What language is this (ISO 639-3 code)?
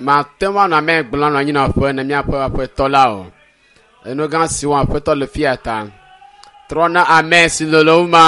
ewe